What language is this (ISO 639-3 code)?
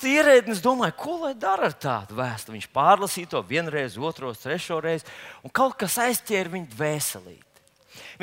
lav